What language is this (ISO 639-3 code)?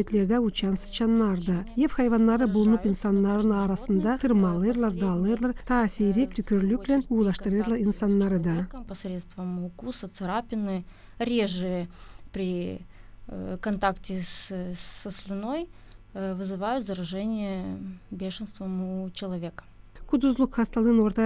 gag